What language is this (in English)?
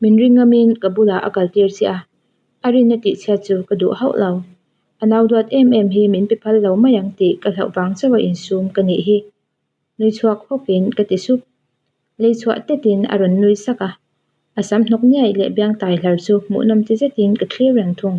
Mizo